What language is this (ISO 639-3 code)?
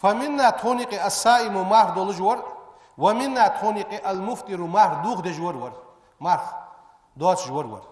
inh